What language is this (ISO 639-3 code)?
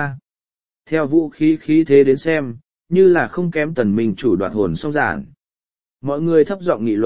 vie